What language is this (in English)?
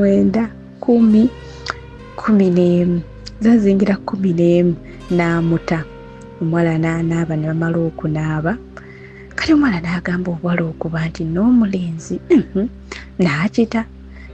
Ganda